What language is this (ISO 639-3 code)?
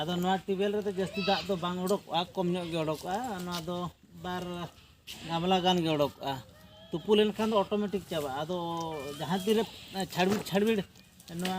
sat